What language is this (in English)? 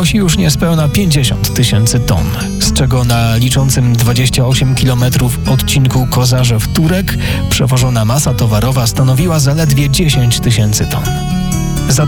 Polish